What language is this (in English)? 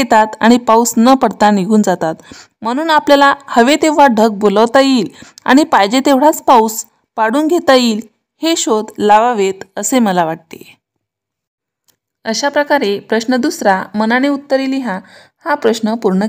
Marathi